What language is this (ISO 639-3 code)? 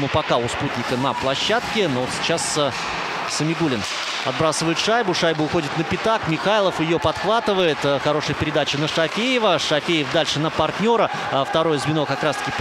rus